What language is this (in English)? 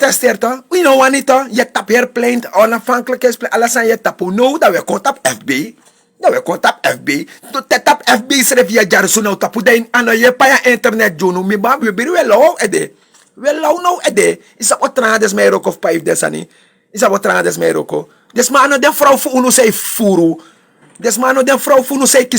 Sranan Tongo